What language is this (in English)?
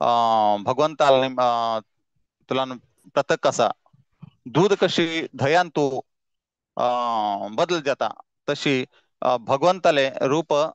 Konkani